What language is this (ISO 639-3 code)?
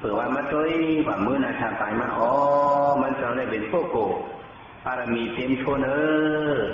shn